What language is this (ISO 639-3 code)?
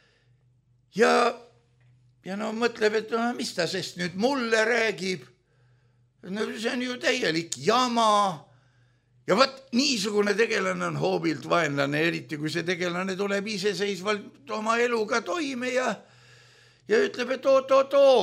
est